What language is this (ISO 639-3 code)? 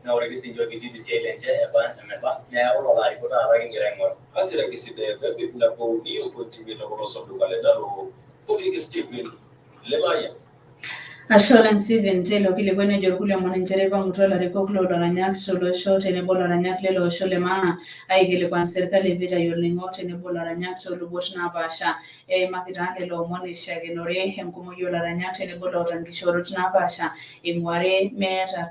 mas